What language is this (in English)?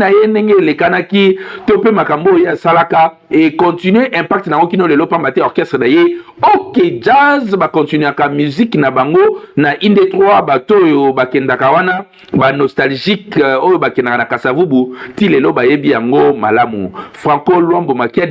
Lingala